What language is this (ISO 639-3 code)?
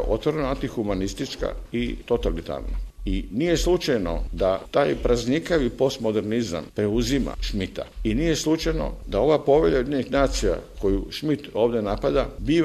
srp